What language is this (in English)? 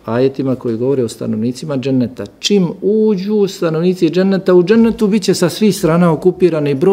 Bosnian